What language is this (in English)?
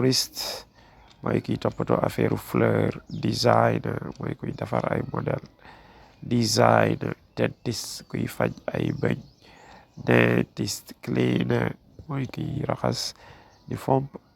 Wolof